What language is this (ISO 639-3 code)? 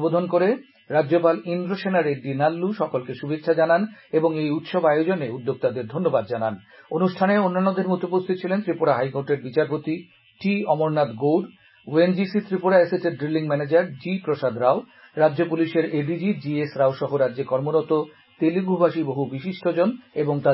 ben